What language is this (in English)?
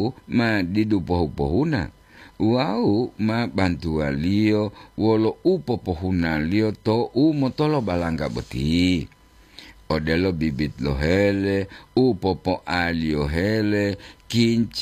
Gorontalo